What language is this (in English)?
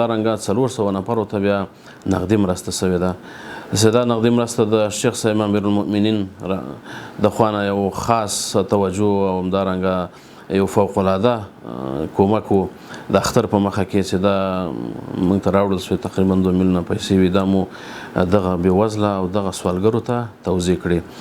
Pashto